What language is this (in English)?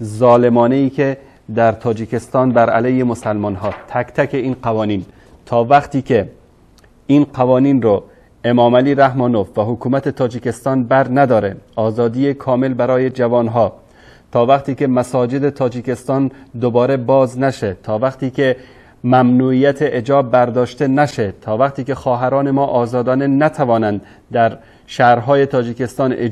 Tajik